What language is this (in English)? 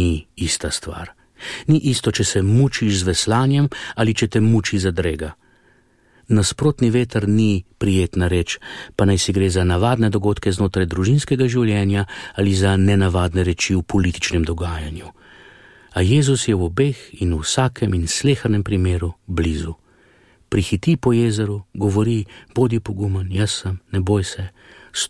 Slovenian